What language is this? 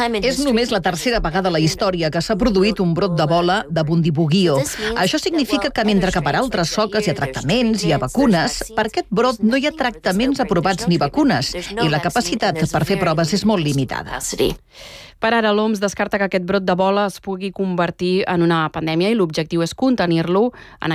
Catalan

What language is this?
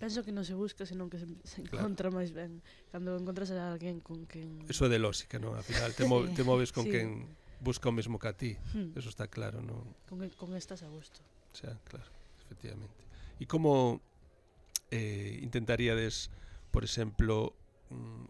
Galician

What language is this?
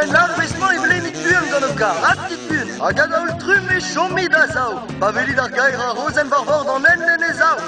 Breton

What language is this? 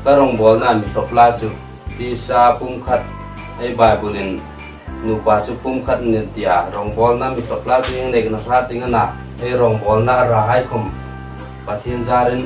Hmar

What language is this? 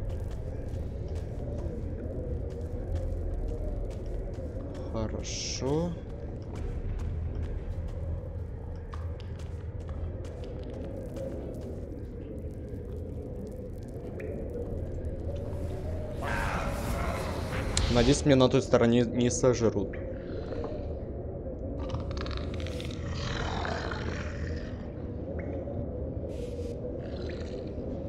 Russian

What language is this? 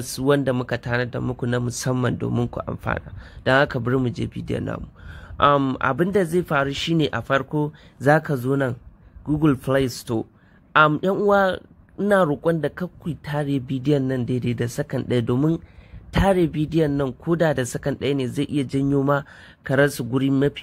Hausa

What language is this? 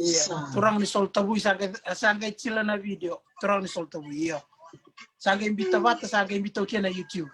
Fijian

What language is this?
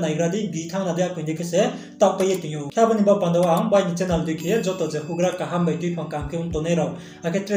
Riang (India)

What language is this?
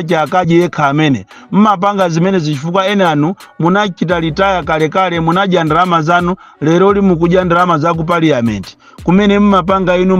Nyanja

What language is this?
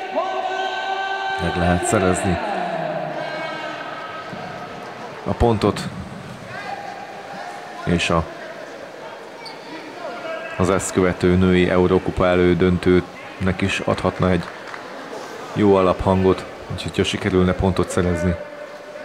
Hungarian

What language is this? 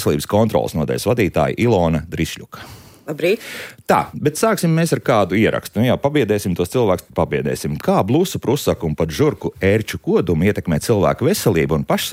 Latvian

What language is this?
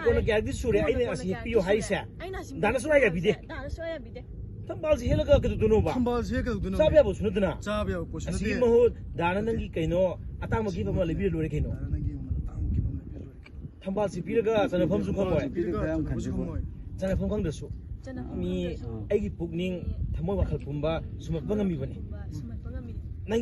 Manipuri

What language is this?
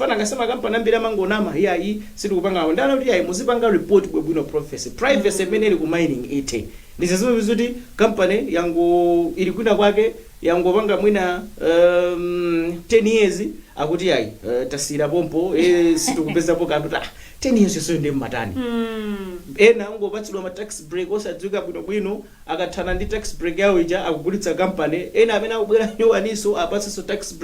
Nyanja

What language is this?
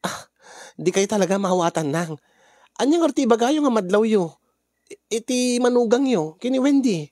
Iloko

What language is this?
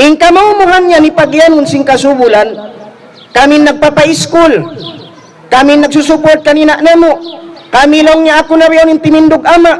Tausug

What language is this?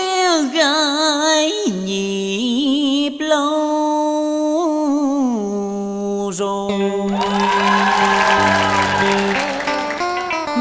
Vietnamese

